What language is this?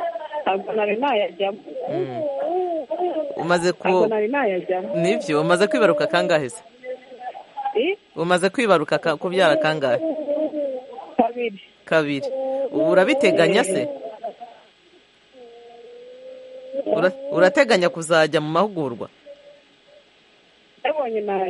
Kinyarwanda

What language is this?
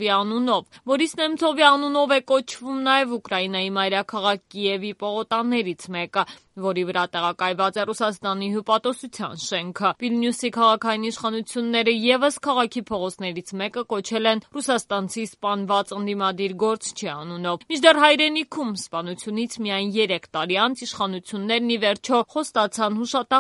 Armenian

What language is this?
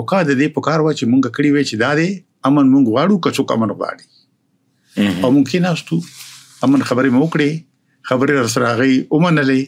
Pashto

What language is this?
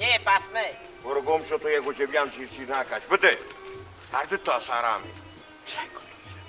Persian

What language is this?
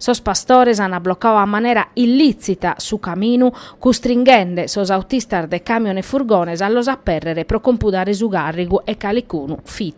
Sardinian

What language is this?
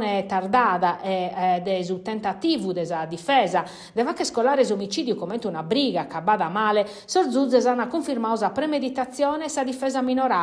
Sardinian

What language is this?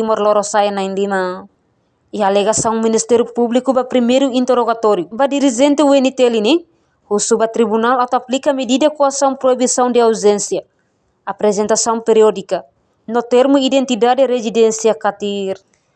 Tetum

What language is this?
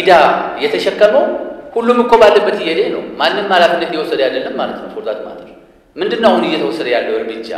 Amharic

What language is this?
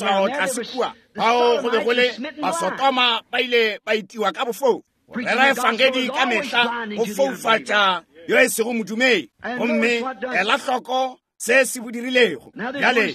Northern Sotho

